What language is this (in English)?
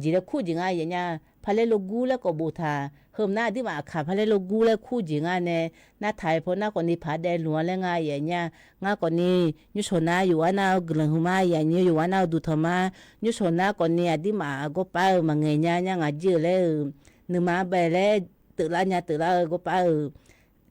Akha